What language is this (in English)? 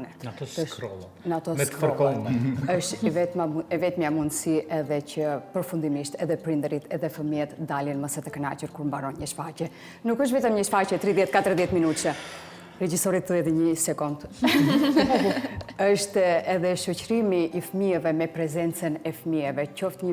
Albanian